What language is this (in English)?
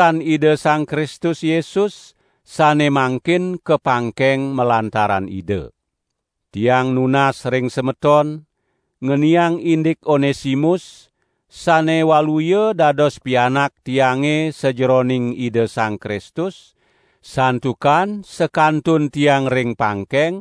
Balinese